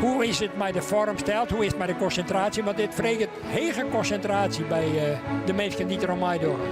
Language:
Western Frisian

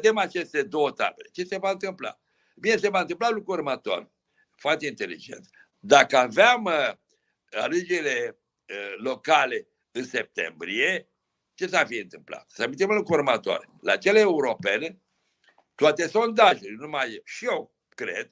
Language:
Romanian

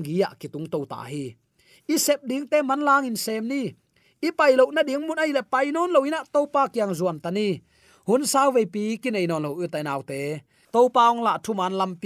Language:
Tedim Chin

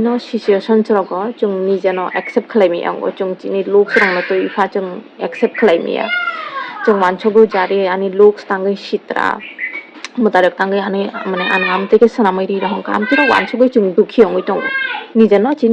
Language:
Kok Borok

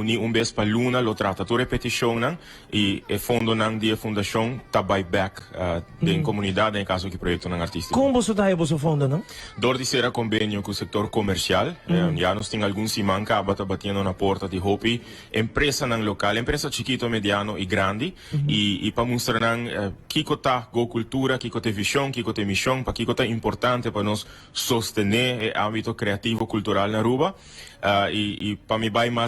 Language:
Papiamento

